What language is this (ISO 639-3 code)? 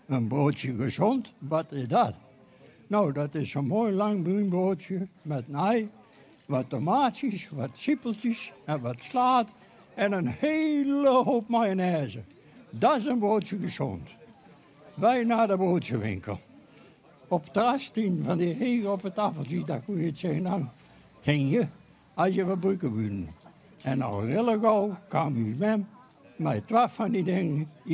fry